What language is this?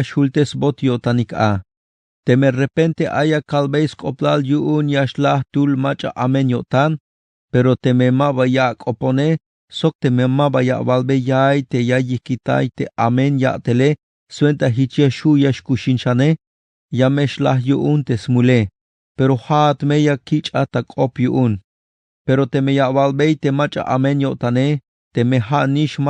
Tzeltal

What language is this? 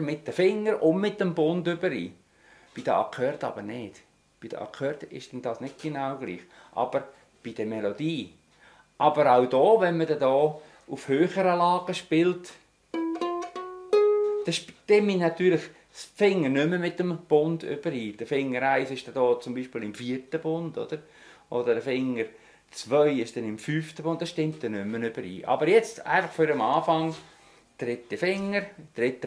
Swiss German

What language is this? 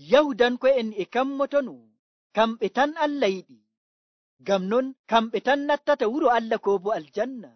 Nigerian Fulfulde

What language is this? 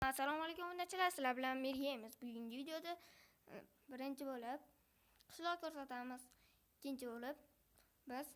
Uzbek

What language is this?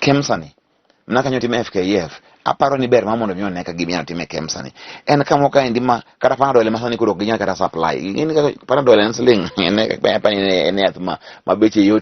Luo (Kenya and Tanzania)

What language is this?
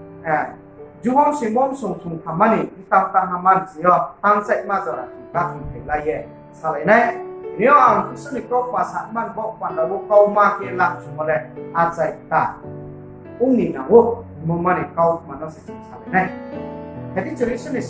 Riang (India)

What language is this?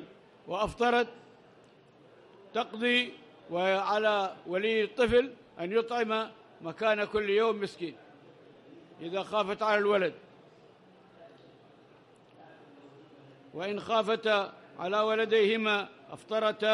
Arabic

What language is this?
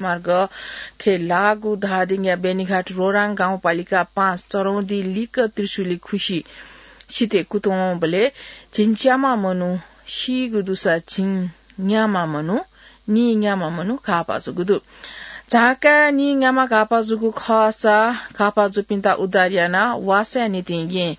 Newari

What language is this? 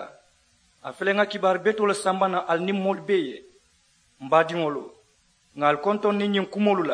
Mandingo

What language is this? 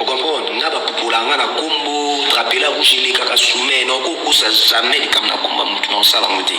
Lingala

